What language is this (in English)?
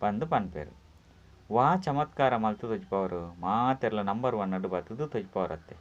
Tulu